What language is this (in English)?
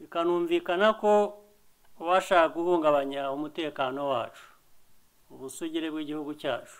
Kinyarwanda